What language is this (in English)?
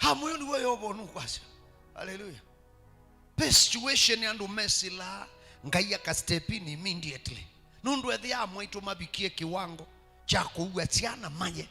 Kamba